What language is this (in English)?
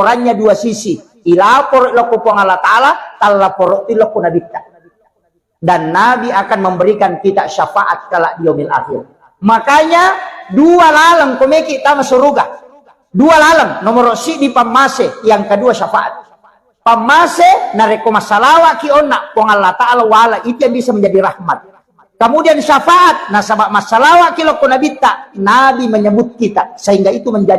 Buginese